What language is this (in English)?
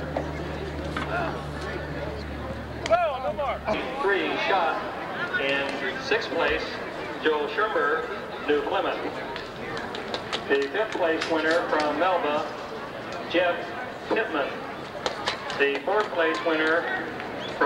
English